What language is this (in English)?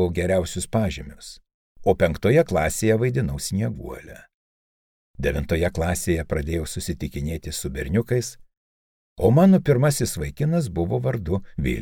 Lithuanian